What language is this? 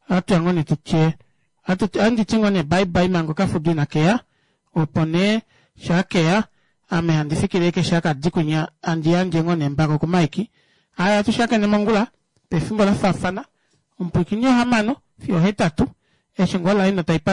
Kuanyama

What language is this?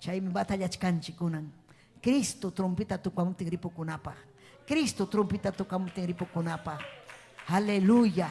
Ayacucho Quechua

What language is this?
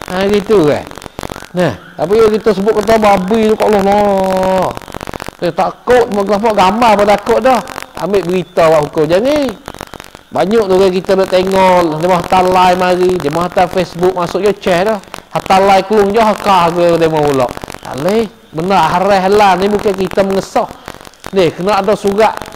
Malay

